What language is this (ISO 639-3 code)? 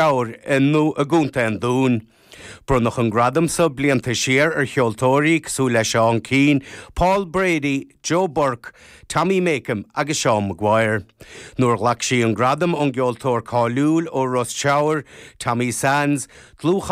gle